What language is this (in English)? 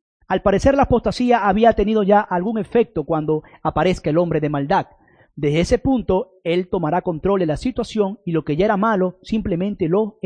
Spanish